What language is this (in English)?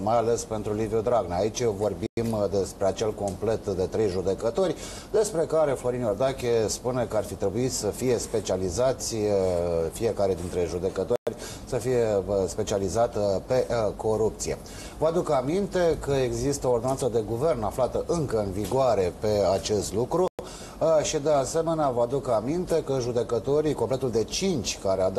Romanian